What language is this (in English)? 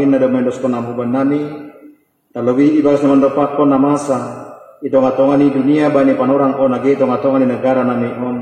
Batak Simalungun